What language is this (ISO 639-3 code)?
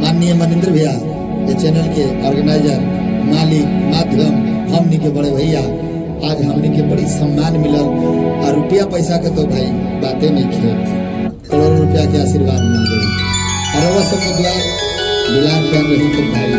mag